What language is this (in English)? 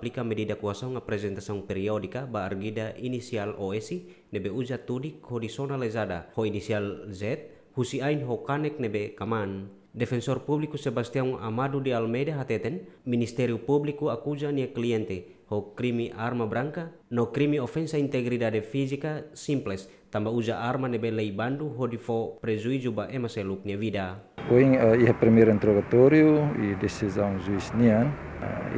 Tetum